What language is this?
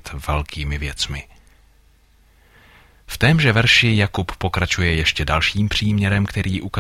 Czech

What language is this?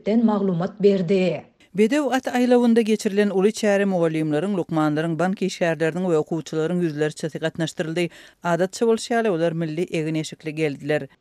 Turkmen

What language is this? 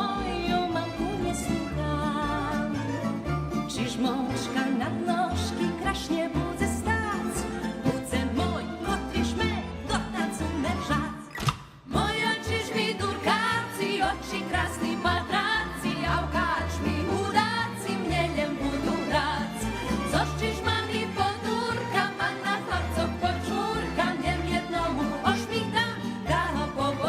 Rusyn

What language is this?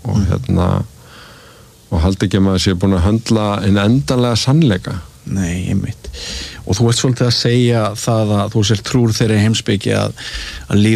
Icelandic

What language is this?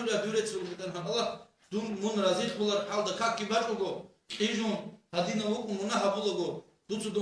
Avaric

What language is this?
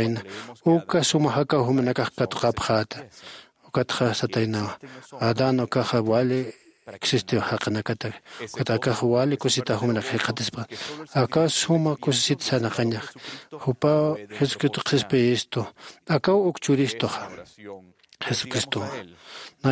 Aymara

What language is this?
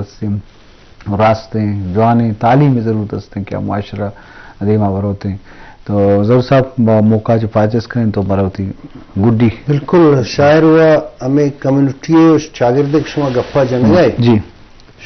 Baluchi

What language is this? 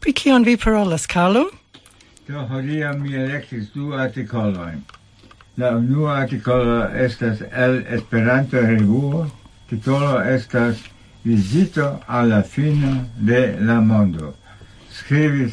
Esperanto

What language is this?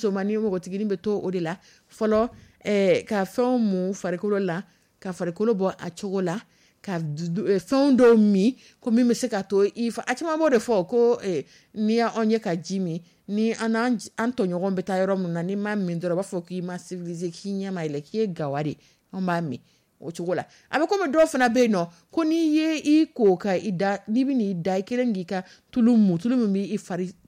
Dyula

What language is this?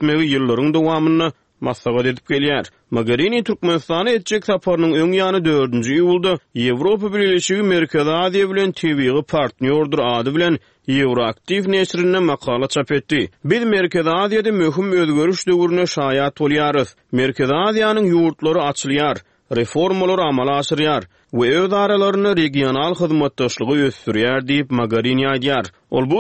Turkmen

